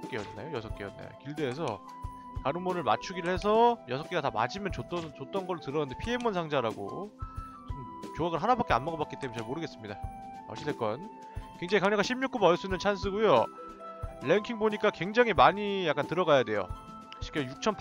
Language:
Korean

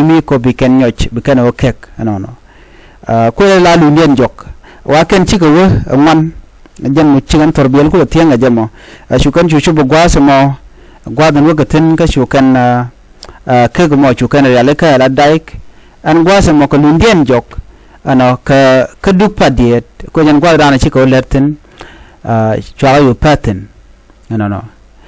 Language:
Nuer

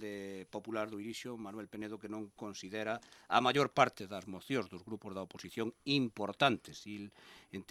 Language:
Galician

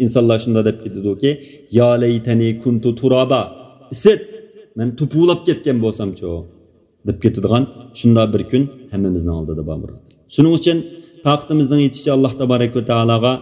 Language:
Uyghur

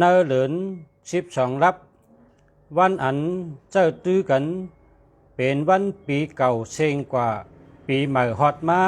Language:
Shan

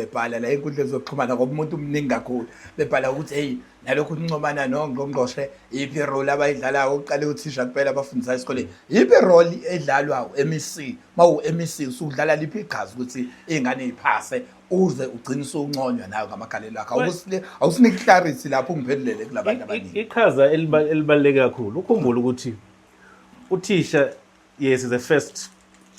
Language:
Zulu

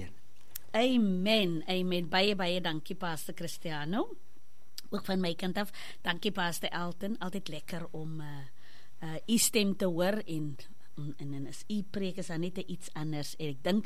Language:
Afrikaans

